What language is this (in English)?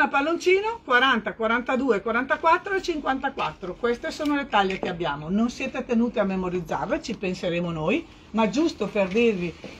Italian